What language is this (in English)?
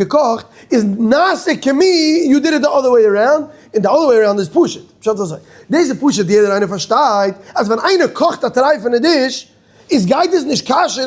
Yiddish